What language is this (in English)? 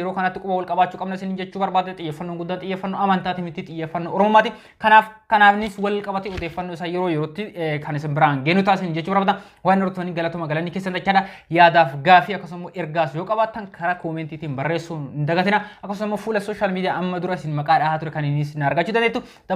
Oromo